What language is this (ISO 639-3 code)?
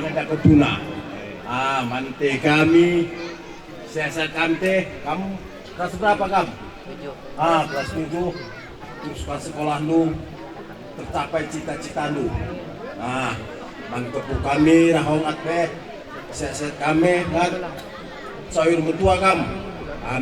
btx